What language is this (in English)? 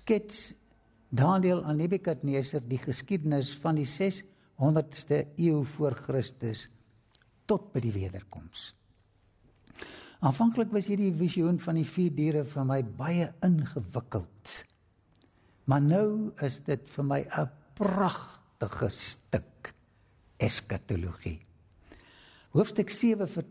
Afrikaans